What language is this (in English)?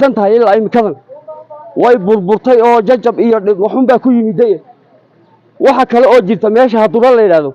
Somali